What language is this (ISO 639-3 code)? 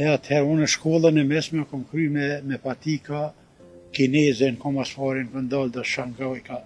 sqi